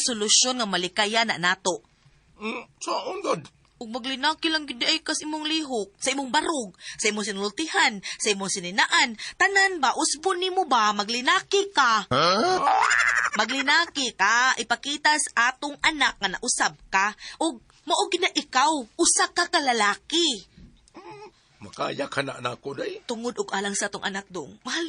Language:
Cebuano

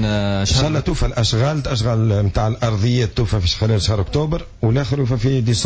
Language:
Tunisian Arabic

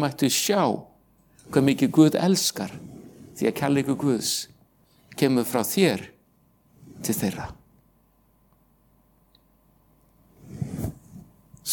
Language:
Icelandic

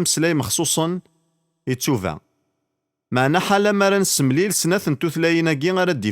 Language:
Kabyle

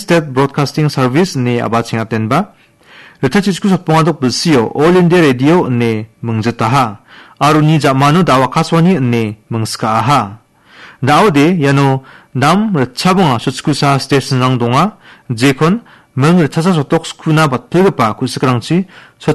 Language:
Garo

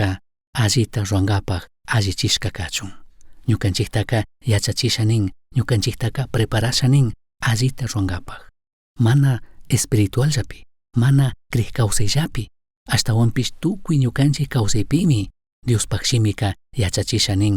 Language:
Chimborazo Highland Quichua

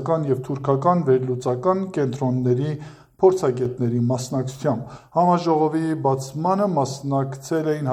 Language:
Armenian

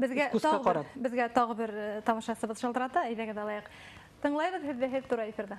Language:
Bashkir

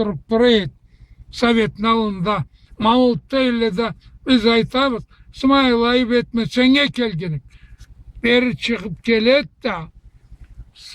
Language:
Karachay-Balkar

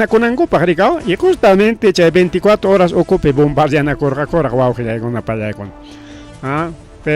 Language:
Ayacucho Quechua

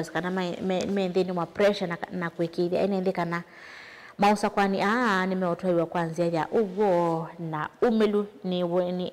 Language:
Kamba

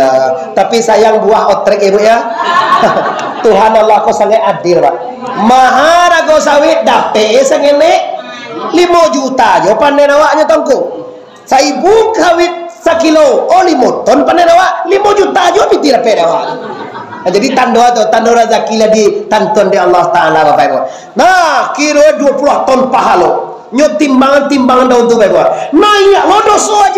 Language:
Minangkabau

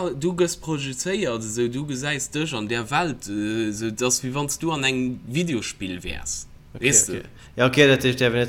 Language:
Luxembourgish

